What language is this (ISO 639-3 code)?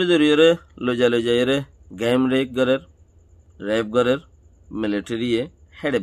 rhg